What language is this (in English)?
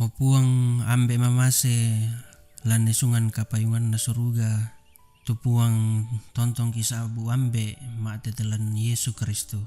Toraja-Sa'dan